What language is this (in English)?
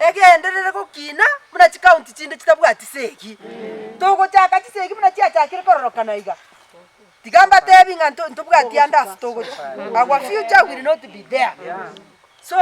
Gusii